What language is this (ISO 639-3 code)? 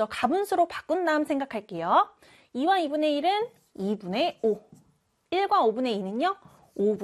kor